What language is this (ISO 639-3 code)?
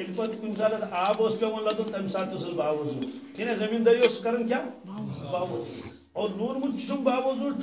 kas